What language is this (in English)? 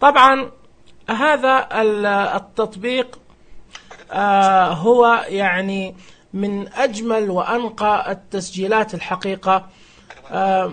Najdi Arabic